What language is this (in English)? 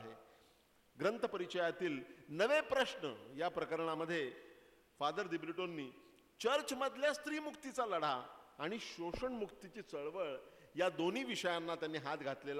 Marathi